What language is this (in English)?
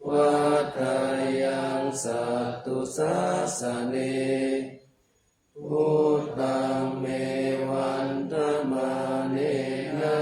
Pali